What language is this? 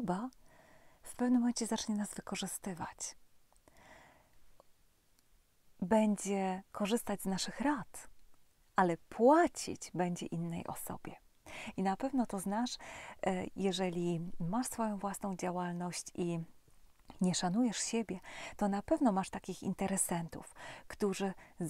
Polish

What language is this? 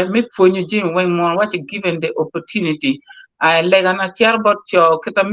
Acoli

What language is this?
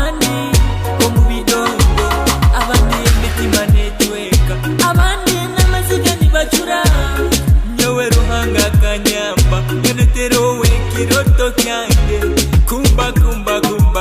Nyoro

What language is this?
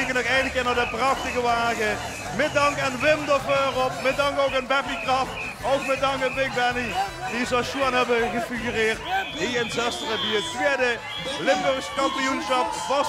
Limburgish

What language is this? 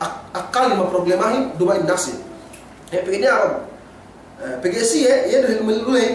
Yakan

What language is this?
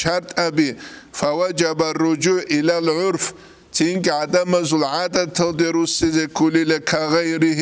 Avaric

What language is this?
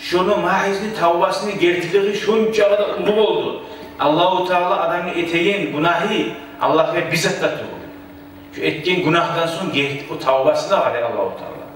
Kumyk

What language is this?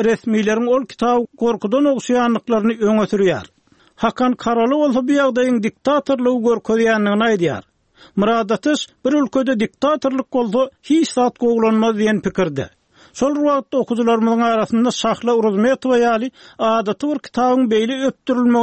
Turkmen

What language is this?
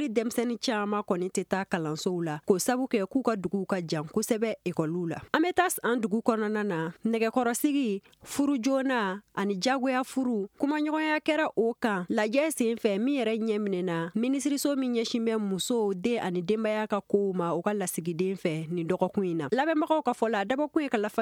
Bambara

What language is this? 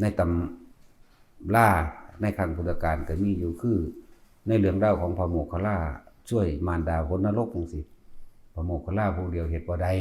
Northeastern Thai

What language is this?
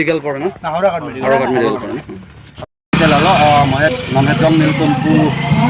Karbi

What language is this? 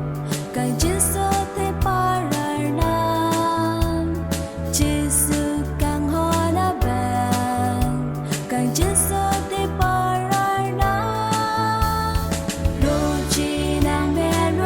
Karbi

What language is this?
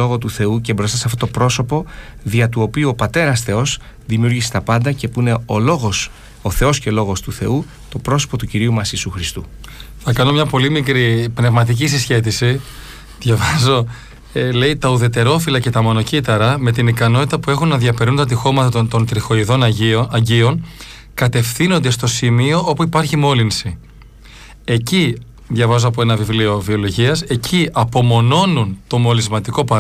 Greek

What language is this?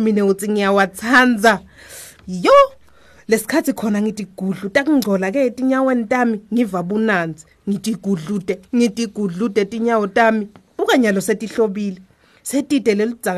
Swati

